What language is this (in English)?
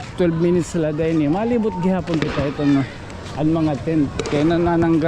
Waray